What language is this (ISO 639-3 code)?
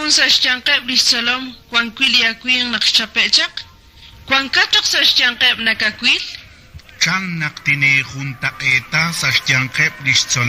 kek